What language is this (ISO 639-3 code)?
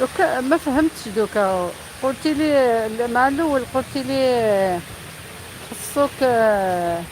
arq